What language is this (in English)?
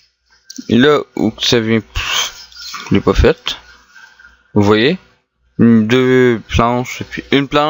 French